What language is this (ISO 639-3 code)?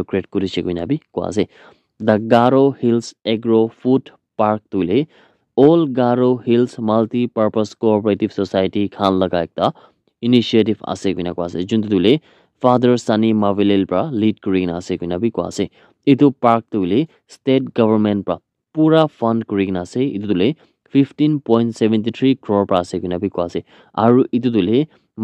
nag